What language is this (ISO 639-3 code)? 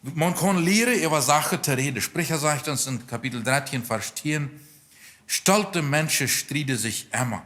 pdt